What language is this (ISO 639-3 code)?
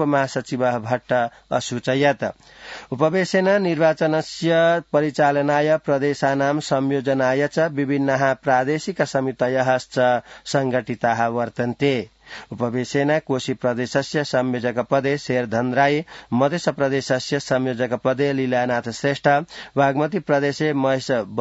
san